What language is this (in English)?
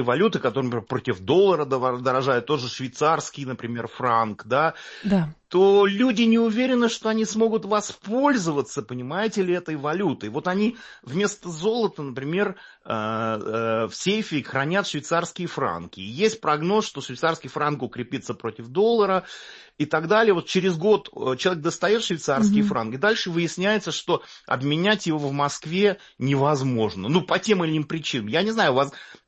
Russian